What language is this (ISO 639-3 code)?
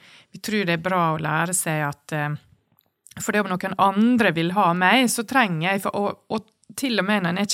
nor